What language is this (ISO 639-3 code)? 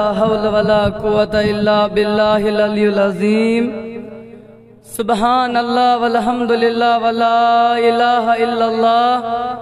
kas